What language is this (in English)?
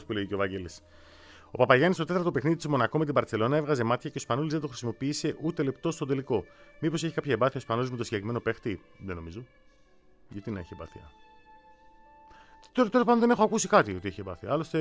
Greek